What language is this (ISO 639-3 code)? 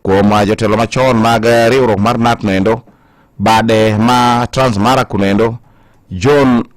luo